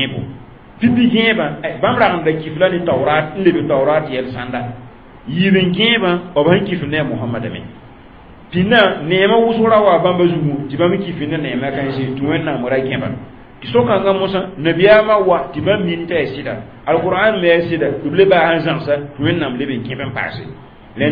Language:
Mossi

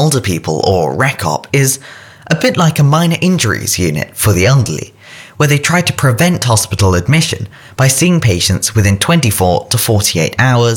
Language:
English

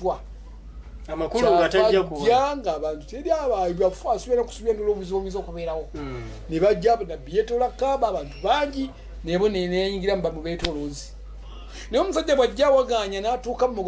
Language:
Ganda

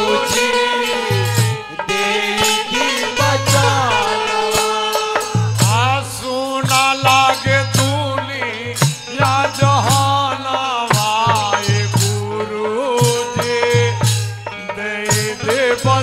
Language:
Bhojpuri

